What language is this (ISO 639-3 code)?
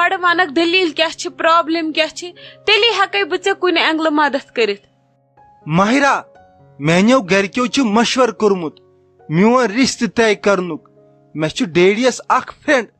kas